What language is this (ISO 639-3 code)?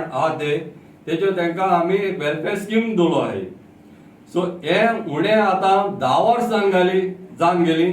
kok